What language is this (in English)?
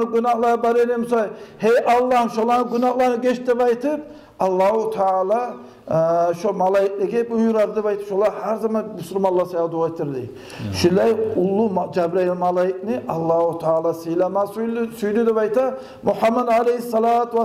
Kumyk